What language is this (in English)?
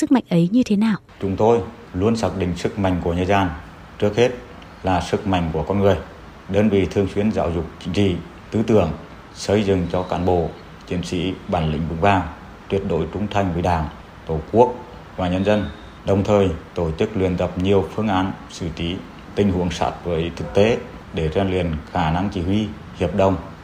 Vietnamese